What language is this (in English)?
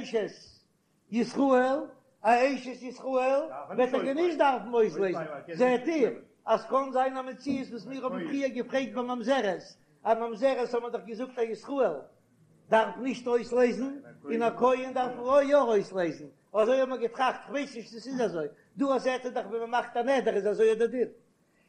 Yiddish